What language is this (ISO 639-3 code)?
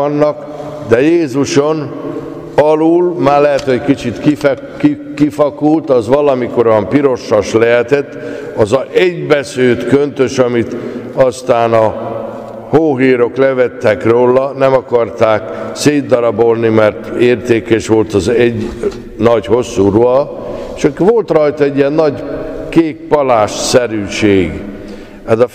hun